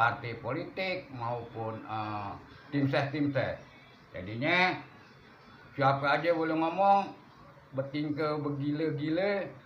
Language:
Betawi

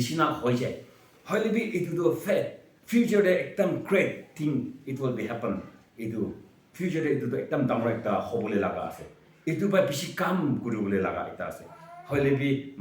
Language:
Naga Pidgin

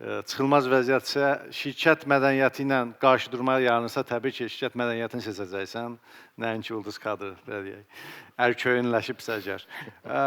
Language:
Azerbaijani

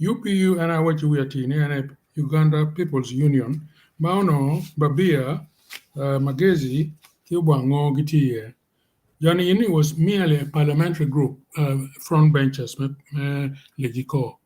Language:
Acoli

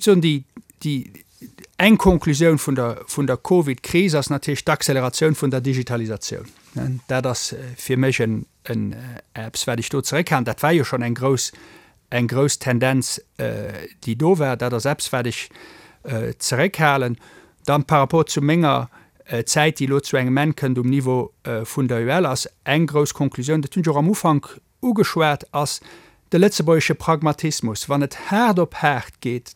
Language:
Luxembourgish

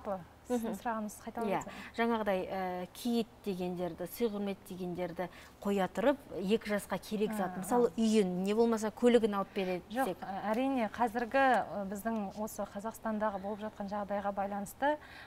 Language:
Kazakh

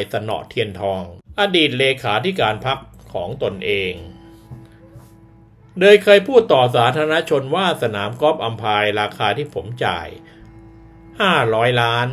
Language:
Thai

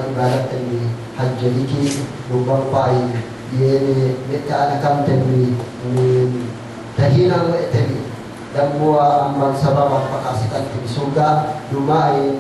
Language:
Yakan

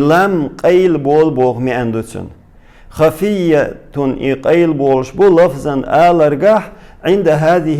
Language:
Chechen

